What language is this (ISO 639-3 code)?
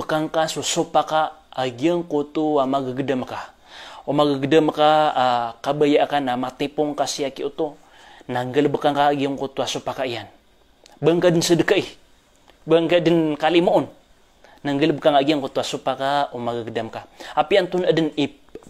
mrw